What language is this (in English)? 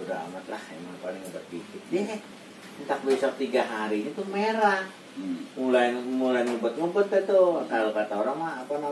Betawi